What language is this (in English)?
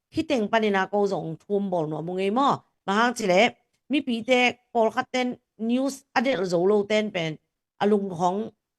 Tedim Chin